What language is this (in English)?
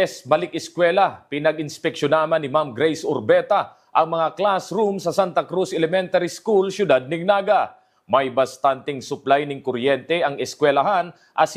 Bikol